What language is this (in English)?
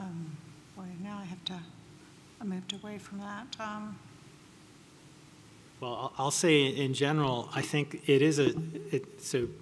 English